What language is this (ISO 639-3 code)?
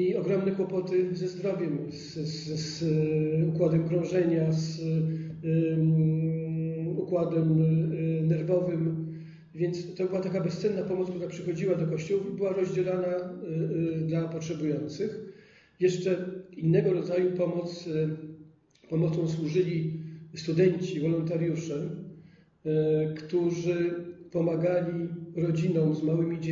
pol